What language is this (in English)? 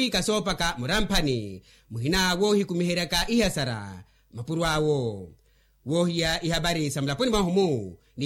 Makhuwa